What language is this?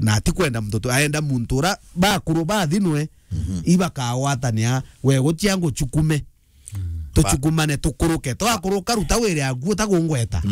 Meru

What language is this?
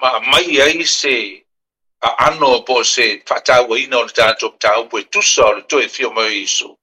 Samoan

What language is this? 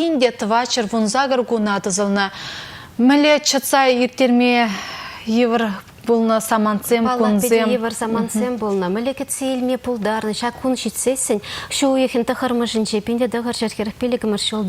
Chuvash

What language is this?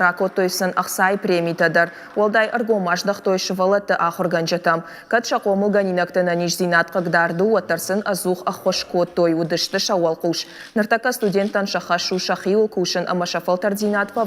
Ossetic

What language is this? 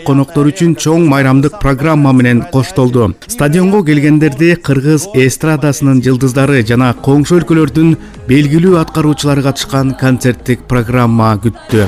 Kyrgyz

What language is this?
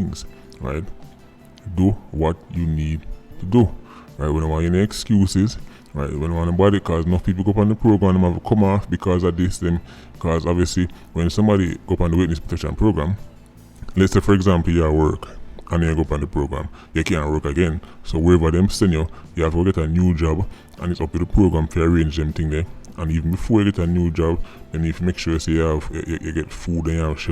Jamaican Creole English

